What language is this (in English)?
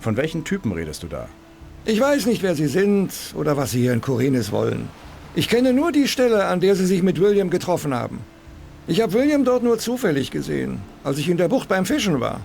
Bavarian